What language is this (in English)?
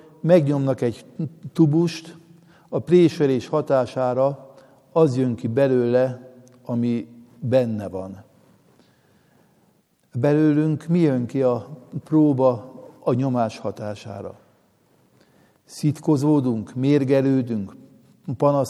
Hungarian